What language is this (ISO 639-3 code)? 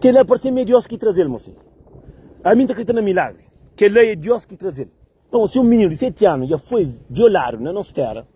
kea